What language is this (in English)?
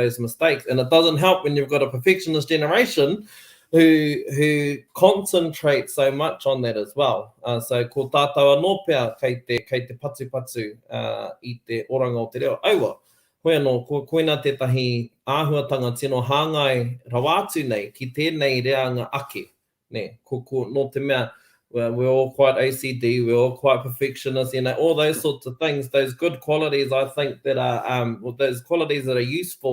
Māori